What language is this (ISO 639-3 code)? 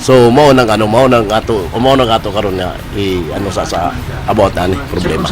ceb